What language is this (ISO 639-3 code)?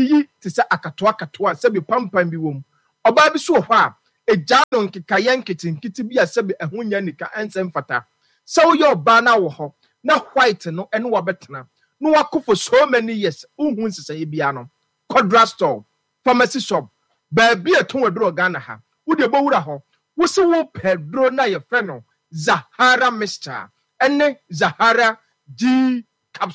aka